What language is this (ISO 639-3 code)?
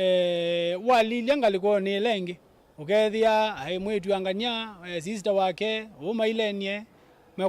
kam